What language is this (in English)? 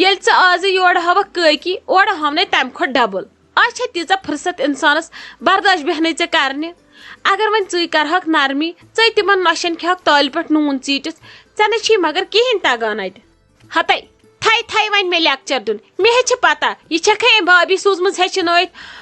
Kashmiri